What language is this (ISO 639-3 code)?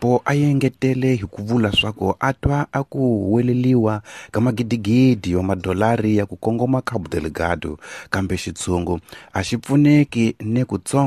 tso